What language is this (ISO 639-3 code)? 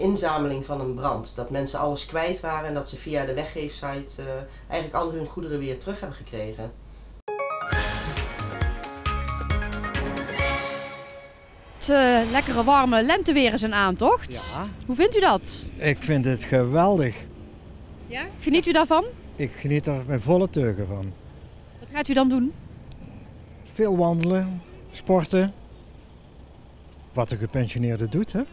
nld